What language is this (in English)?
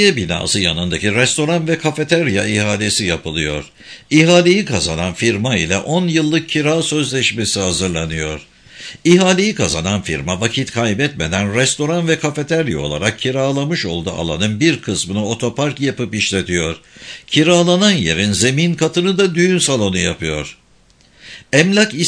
Turkish